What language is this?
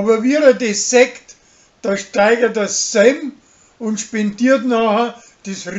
Bavarian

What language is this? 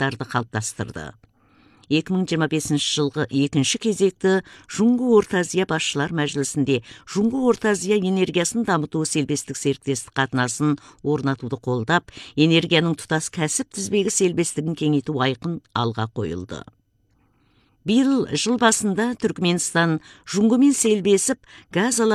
Kazakh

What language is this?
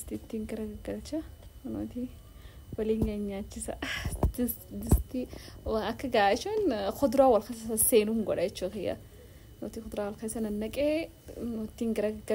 Oromo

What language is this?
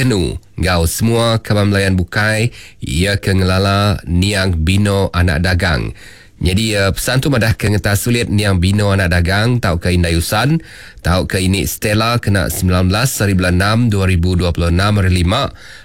Iban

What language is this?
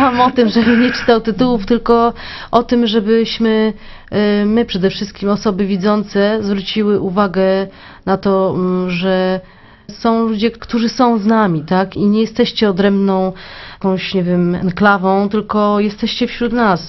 Polish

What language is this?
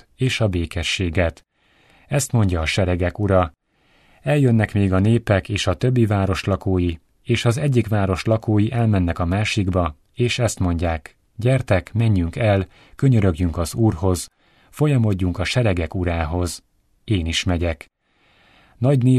Hungarian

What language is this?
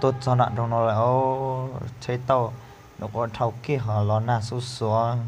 Hmong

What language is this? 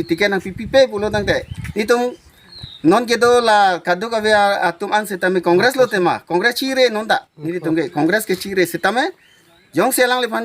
Karbi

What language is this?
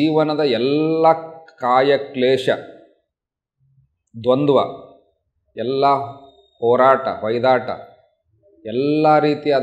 Kannada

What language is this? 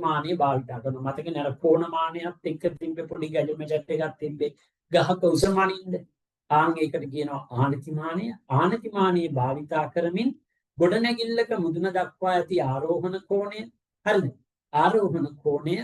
Sinhala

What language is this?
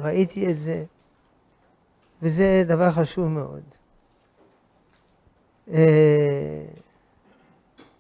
Hebrew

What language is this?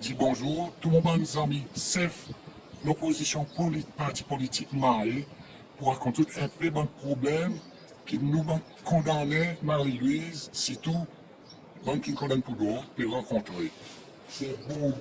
Seselwa Creole French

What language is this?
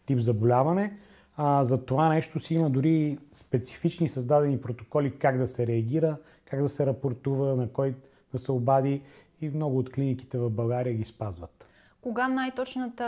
Bulgarian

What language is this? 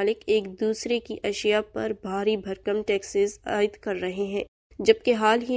Urdu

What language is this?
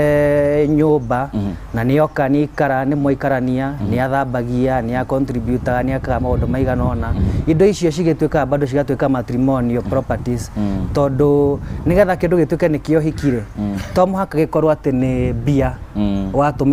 Kikuyu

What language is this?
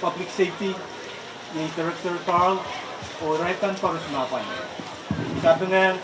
Pohnpeian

